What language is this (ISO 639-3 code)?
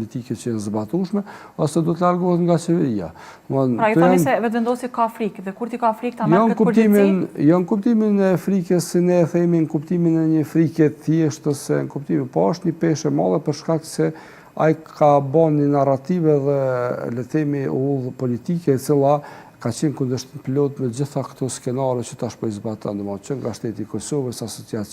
sqi